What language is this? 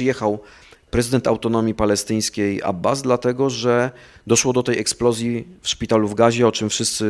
Polish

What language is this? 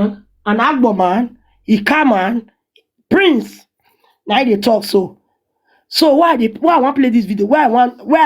Nigerian Pidgin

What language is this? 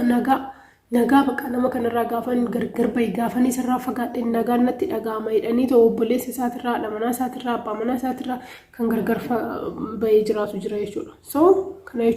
Oromo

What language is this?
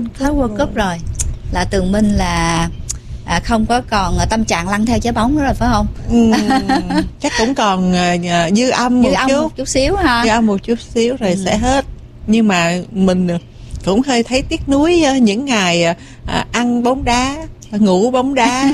Vietnamese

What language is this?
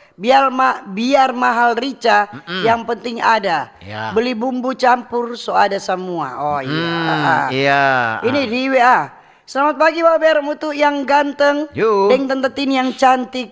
Manado Malay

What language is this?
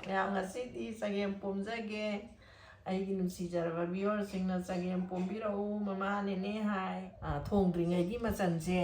Manipuri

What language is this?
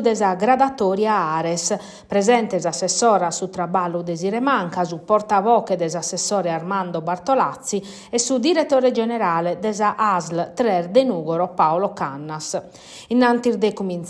Sardinian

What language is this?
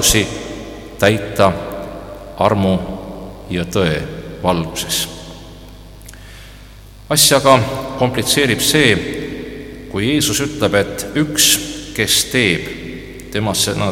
Estonian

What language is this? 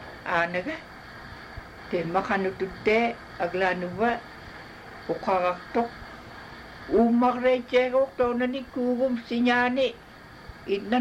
Inupiaq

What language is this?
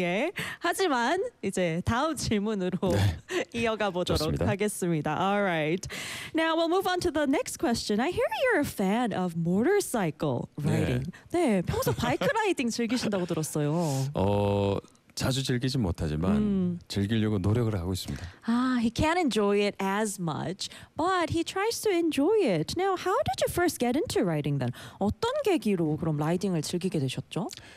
Korean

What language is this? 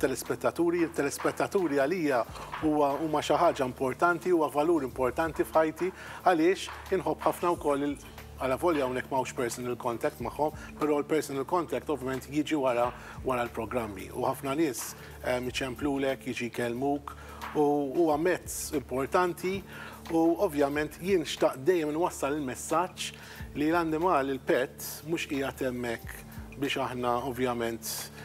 Maltese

